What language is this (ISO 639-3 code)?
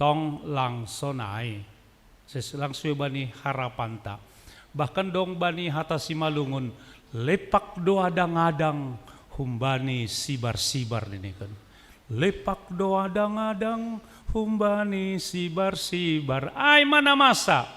bts